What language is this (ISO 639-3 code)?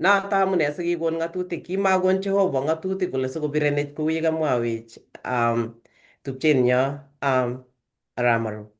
kln